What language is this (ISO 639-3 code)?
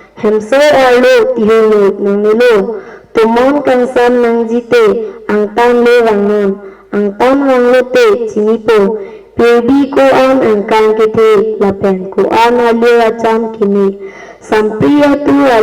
mjw